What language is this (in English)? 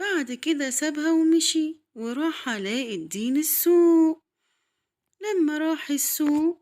Egyptian Arabic